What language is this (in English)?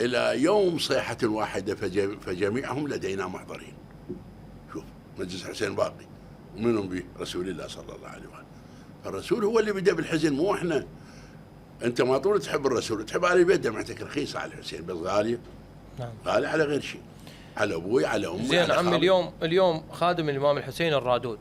Mesopotamian Arabic